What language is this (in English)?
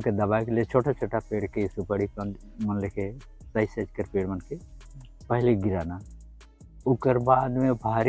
Sadri